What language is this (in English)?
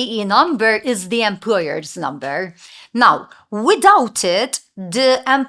English